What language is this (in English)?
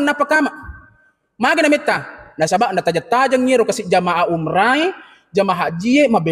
Buginese